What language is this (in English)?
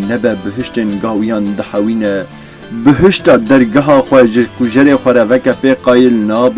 Kurdish